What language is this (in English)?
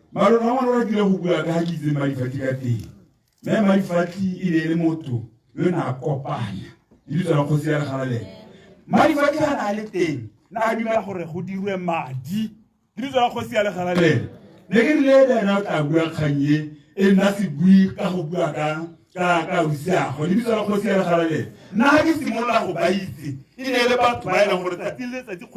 Tswana